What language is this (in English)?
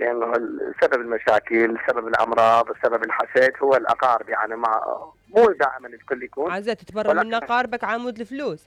Mesopotamian Arabic